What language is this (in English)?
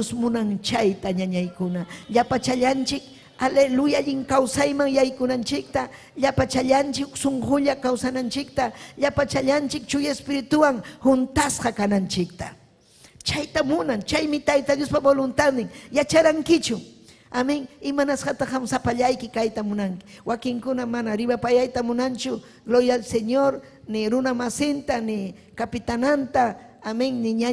Ayacucho Quechua